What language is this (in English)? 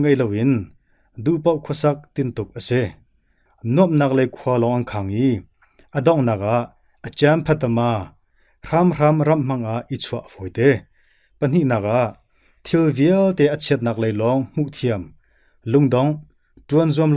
Hakha Chin